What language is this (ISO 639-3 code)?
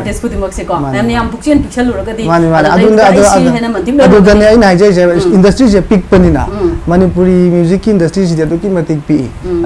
mni